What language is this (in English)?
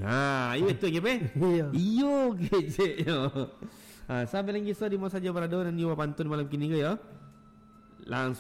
Minangkabau